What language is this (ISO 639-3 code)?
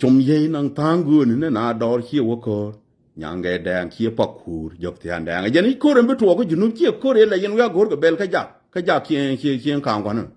nus